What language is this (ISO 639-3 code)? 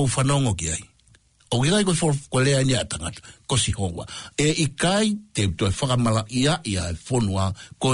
ton